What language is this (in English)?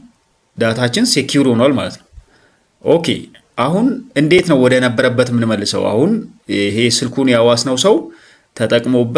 Amharic